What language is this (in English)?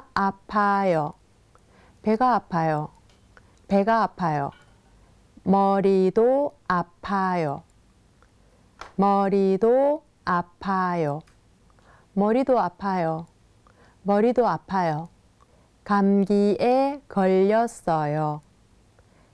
Korean